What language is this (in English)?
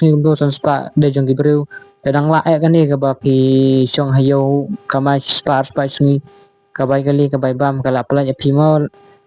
Khasi